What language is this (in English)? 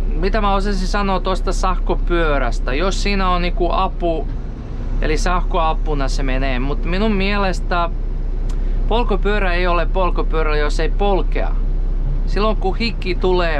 Finnish